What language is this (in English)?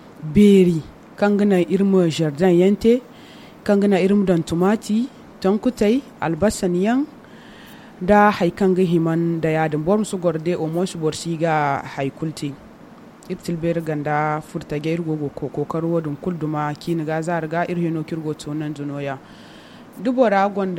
Zarma